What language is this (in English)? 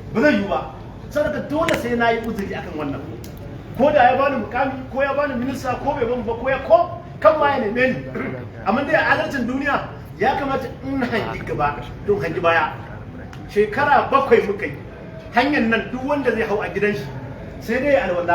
Hausa